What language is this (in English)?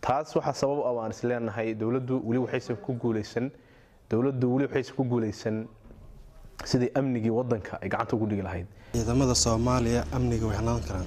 Somali